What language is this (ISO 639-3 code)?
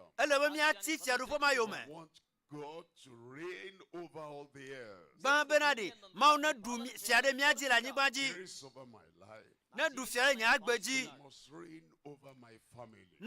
ewe